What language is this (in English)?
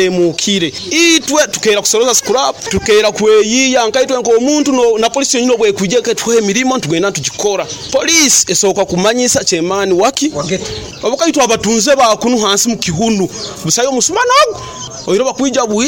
Nyoro